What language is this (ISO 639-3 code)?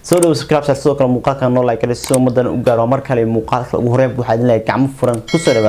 som